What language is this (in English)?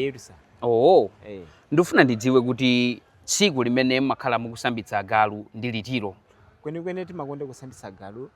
Nyanja